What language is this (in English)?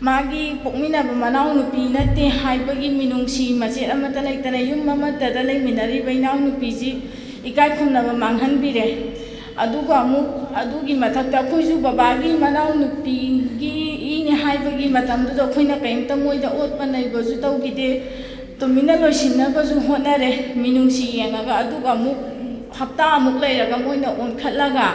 Manipuri